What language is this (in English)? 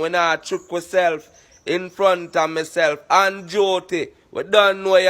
Jamaican Creole English